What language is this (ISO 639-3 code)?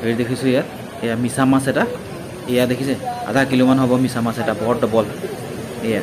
asm